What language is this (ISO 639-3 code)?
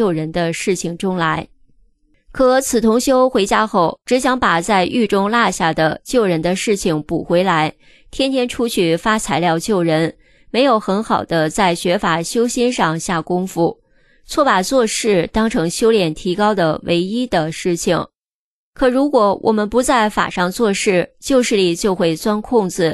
zho